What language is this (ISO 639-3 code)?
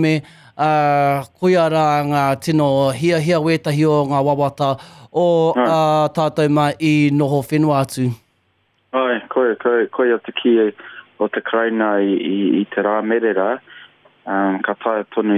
mri